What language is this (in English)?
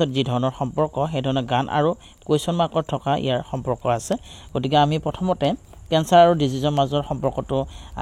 Assamese